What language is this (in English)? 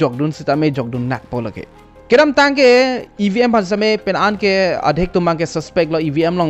Karbi